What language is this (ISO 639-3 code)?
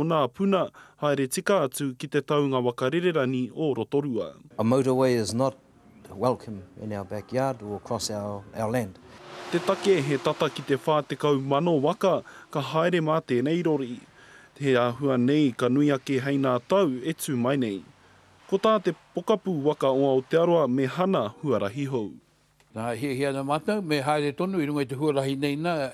mri